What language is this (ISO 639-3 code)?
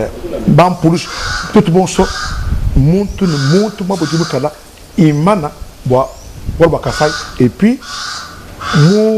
lua